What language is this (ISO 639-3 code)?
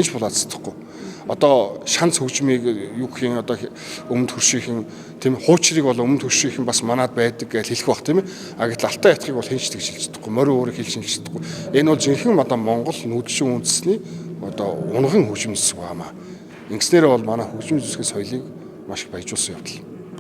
mon